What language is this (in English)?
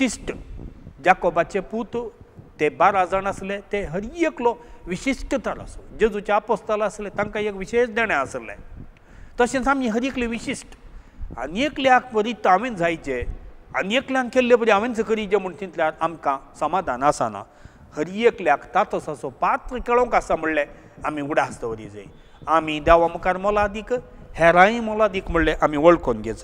Konkani